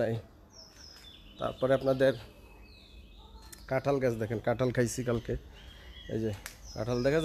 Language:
Bangla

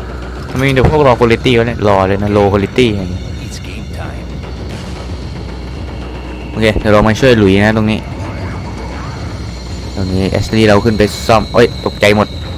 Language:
Thai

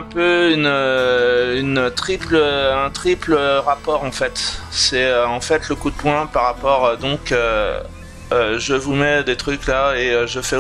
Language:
French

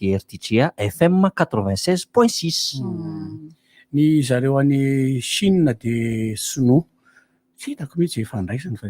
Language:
Malagasy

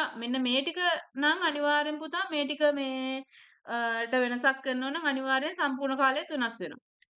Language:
Sinhala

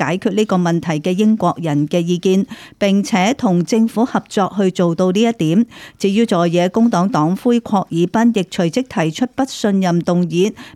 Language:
Cantonese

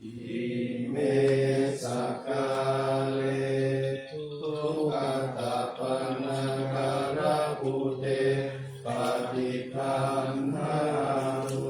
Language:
Pali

